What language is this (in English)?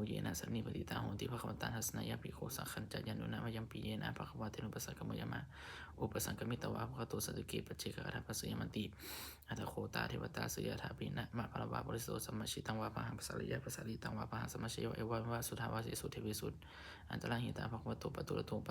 Pali